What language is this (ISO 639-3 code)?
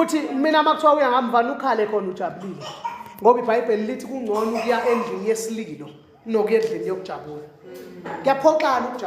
zul